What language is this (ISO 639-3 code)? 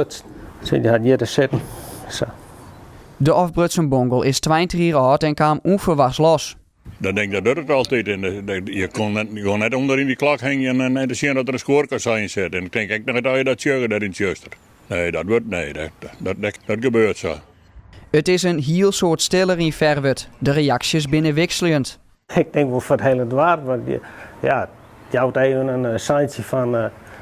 fry